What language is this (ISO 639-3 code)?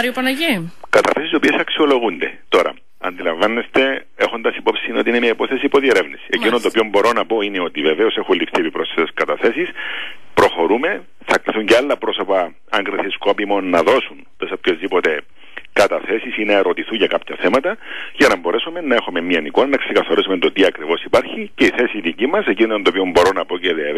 ell